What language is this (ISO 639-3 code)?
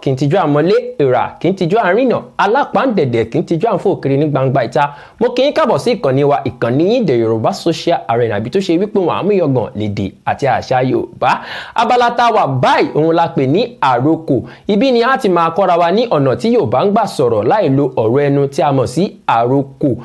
yor